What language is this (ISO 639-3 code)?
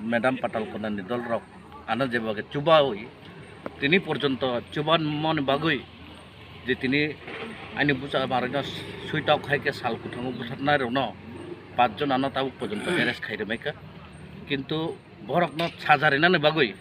trp